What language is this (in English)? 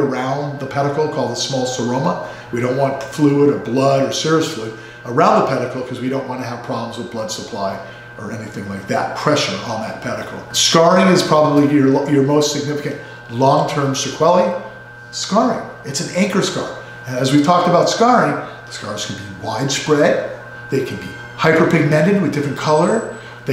English